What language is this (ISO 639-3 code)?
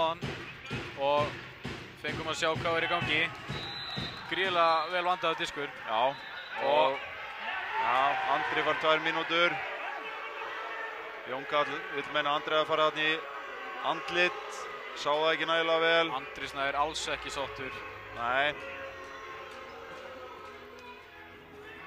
isl